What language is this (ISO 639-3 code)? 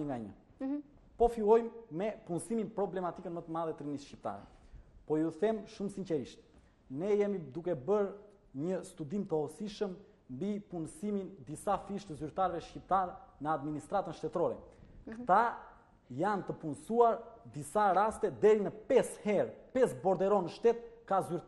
sqi